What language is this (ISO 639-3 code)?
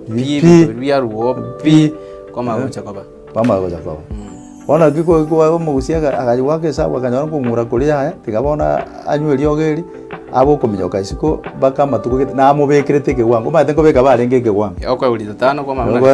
guz